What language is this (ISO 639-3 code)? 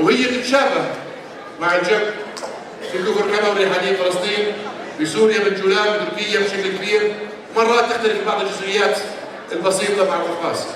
apc